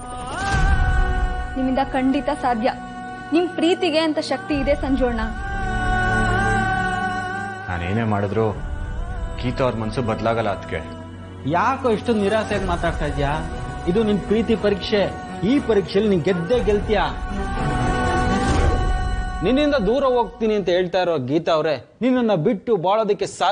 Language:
Kannada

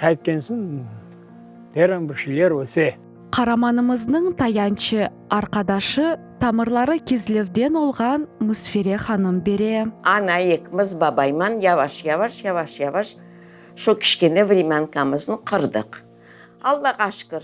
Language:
Crimean Tatar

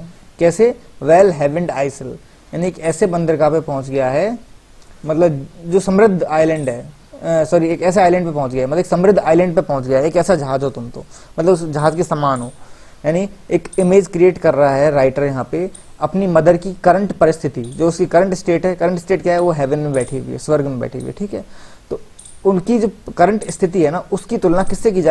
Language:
Hindi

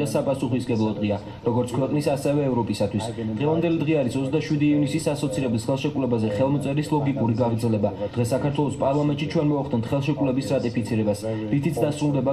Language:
Georgian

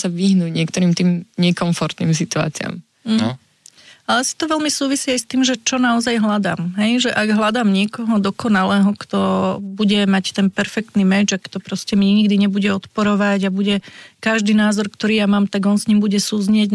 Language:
Slovak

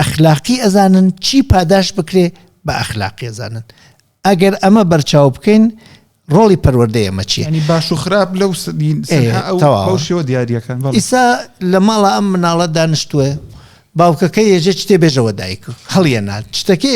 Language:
Central Kurdish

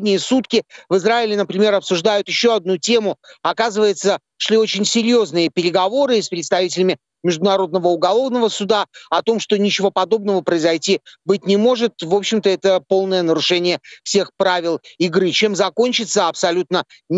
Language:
Russian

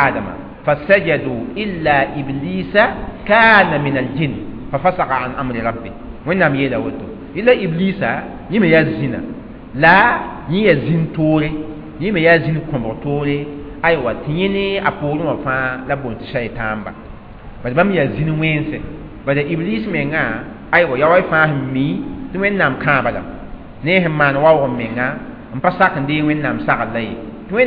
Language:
Mossi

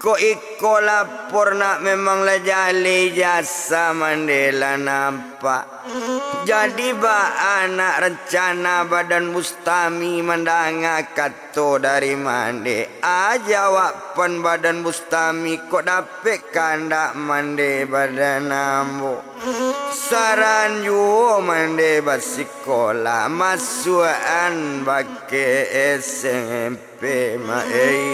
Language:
Minangkabau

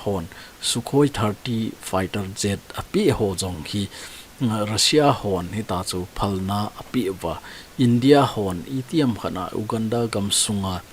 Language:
Thado Chin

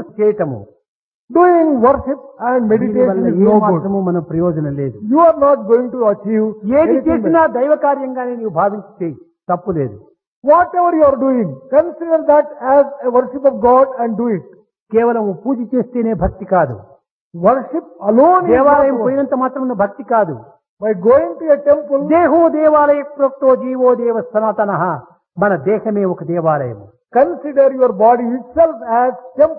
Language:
Telugu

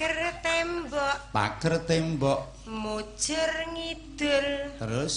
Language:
Javanese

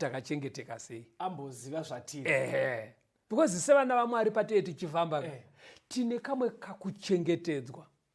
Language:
Shona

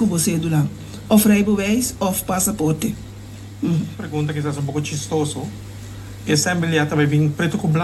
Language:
Papiamento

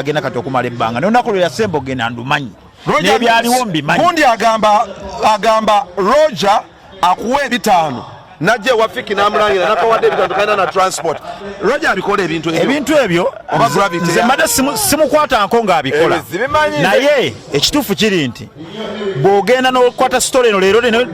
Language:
Ganda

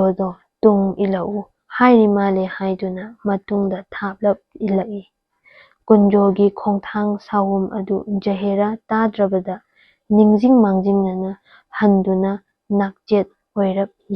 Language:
Manipuri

